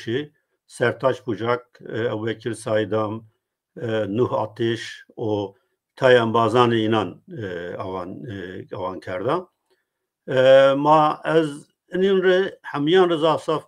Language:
Zaza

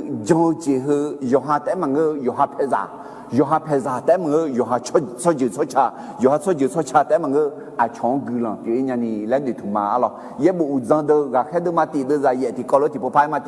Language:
Akha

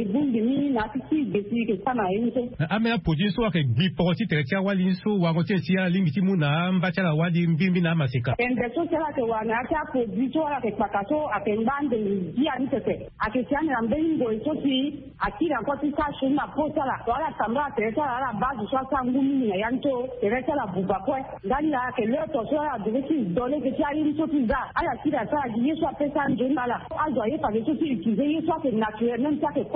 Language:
Sango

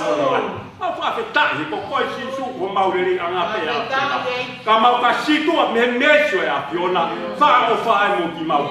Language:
Tongan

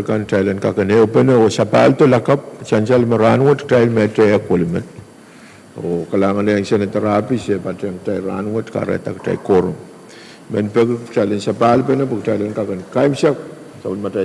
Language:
Pohnpeian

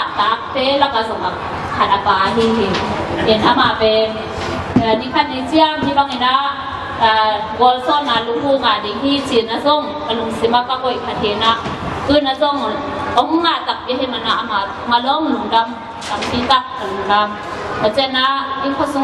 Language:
Tedim Chin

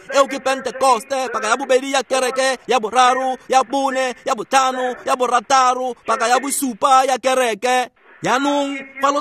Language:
Tswana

